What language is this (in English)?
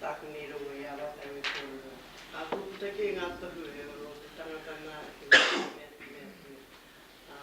Māori